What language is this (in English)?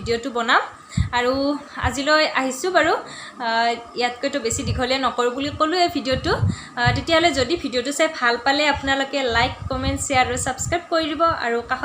Assamese